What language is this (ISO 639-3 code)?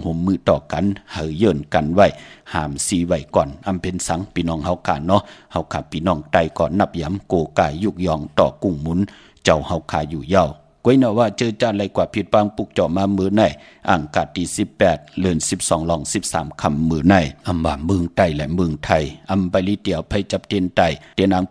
shn